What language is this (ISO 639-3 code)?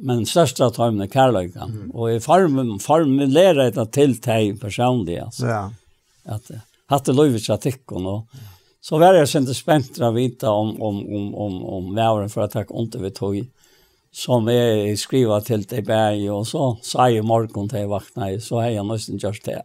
fao